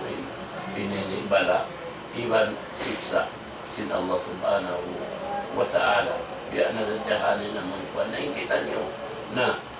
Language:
Tausug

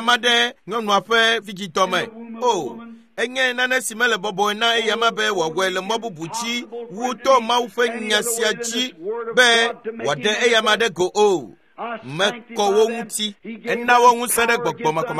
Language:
Ewe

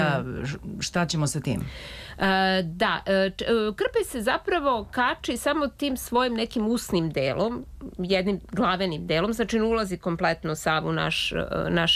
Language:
Serbian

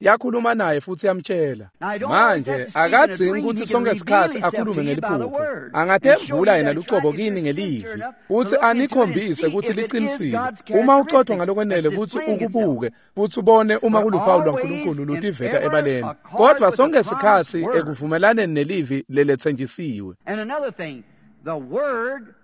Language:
Swati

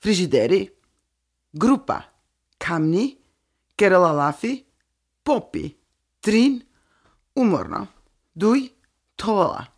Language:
Slovenian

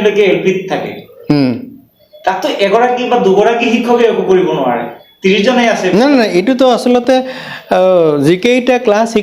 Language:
Assamese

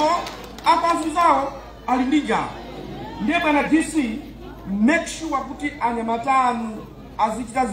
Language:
Nyanja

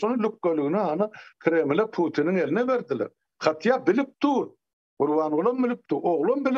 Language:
Turkmen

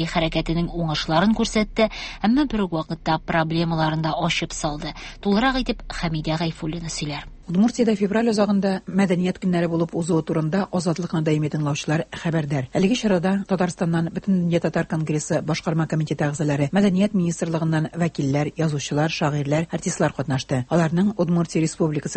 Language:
Tatar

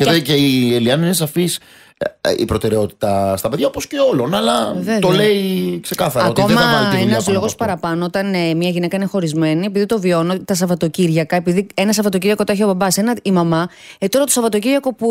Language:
Greek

